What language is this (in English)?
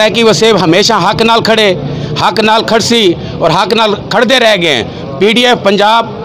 Saraiki